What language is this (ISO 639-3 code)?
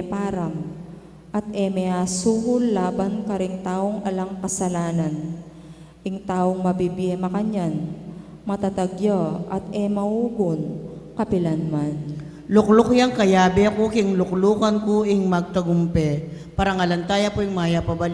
pam